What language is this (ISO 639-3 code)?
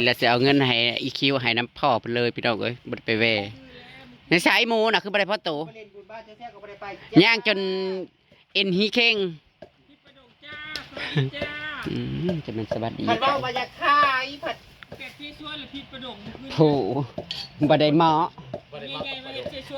tts